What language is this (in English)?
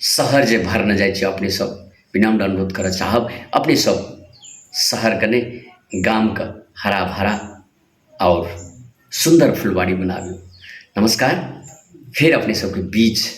Maithili